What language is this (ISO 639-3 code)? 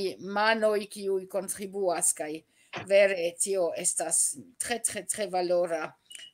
epo